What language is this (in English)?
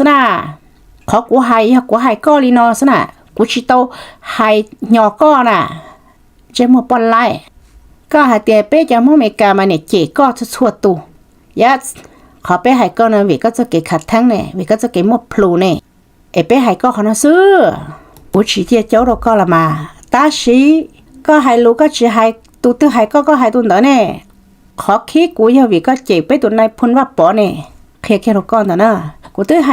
Hmong